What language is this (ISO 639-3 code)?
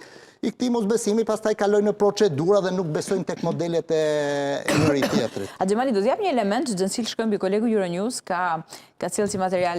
sqi